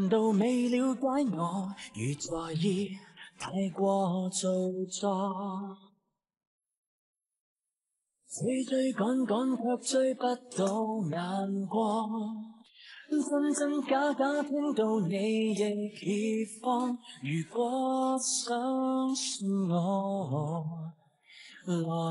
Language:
Vietnamese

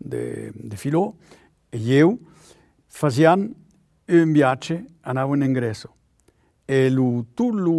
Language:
Occitan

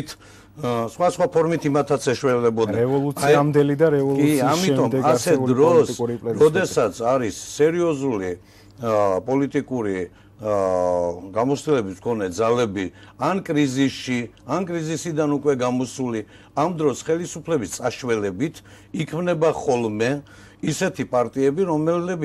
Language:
Georgian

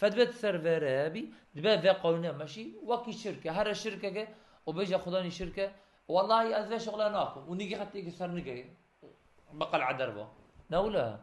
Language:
Kurdish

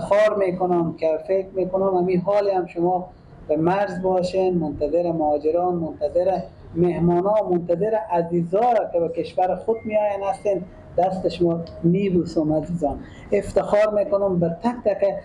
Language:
Persian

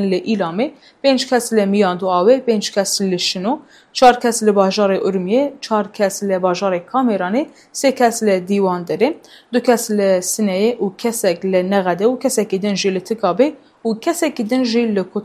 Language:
Kurdish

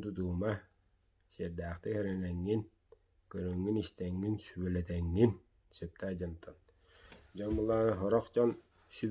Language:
Yakut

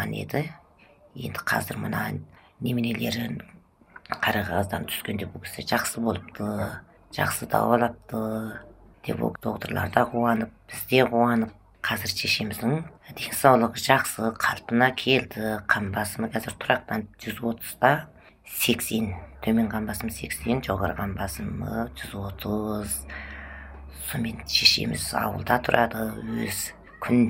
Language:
Kazakh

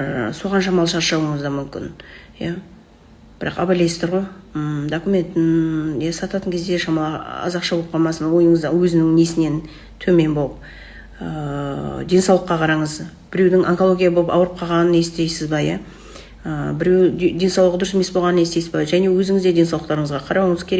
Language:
Kazakh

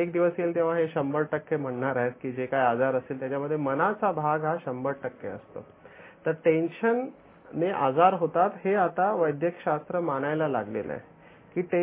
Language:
Marathi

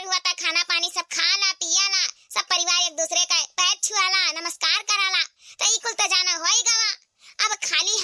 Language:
Awadhi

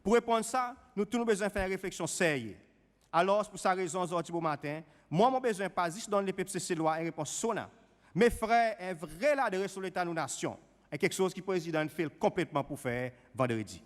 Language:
Seselwa Creole French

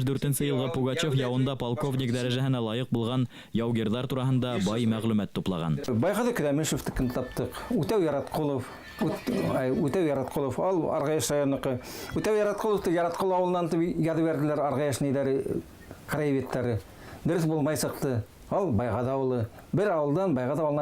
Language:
Bashkir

